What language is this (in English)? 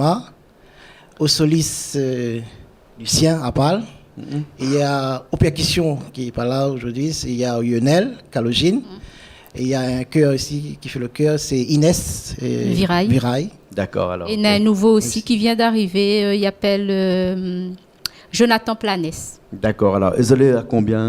Réunion Creole French